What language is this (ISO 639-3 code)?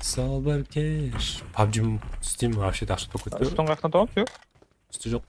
kaa